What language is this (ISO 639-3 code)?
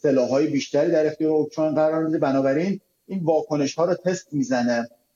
fas